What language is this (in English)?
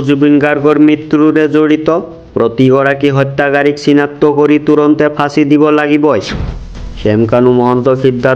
Assamese